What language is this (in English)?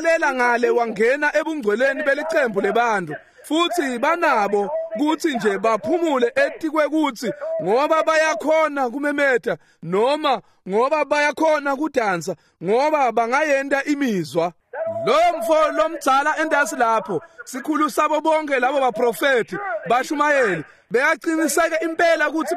Swati